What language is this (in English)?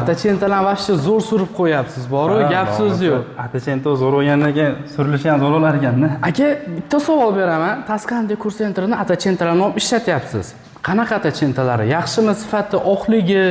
Uzbek